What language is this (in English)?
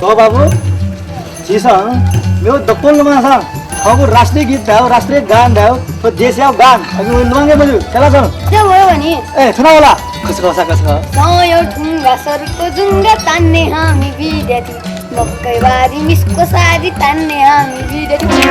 Newari